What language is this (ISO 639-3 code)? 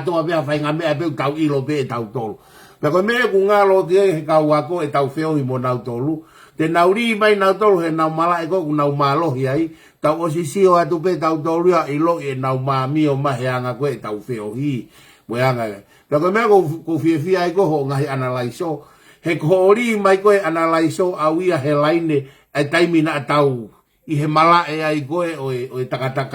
ton